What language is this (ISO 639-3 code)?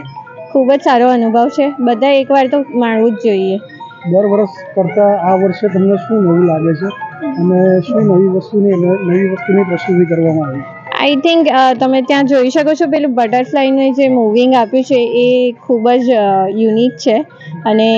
guj